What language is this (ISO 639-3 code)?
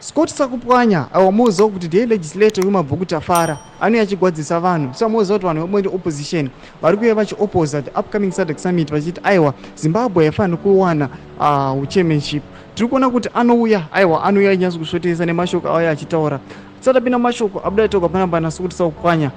sna